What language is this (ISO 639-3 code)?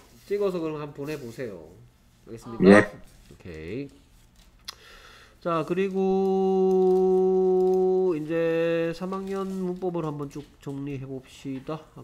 kor